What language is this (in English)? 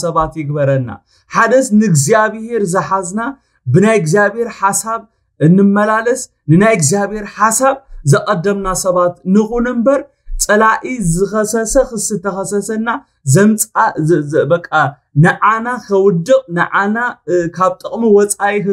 Tigrinya